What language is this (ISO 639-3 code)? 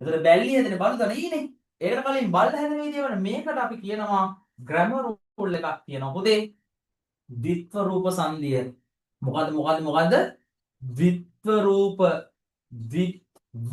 sin